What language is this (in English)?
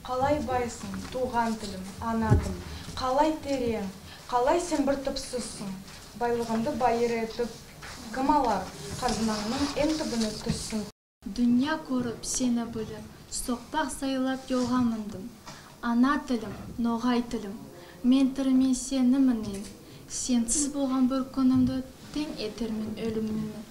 Nogai